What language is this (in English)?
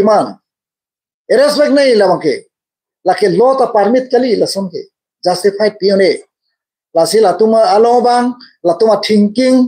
Karbi